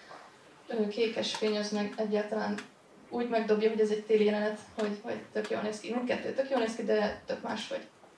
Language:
Hungarian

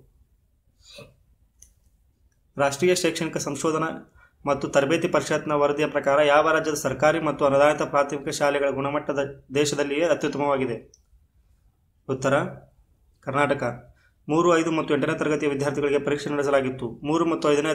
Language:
Kannada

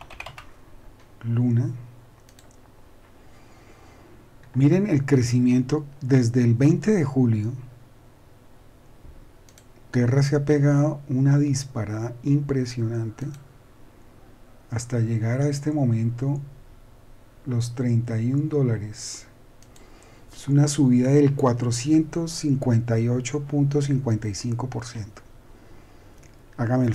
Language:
Spanish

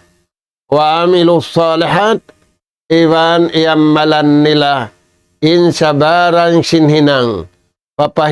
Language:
Tausug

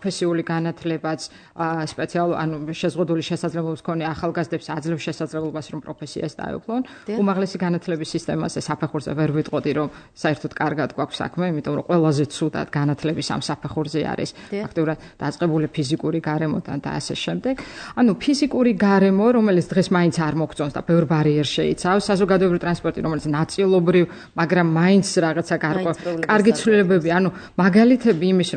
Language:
Georgian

